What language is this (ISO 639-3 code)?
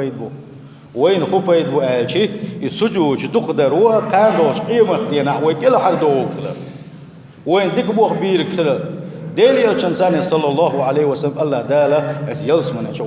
che